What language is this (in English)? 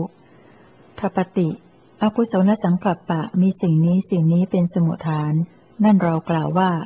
Thai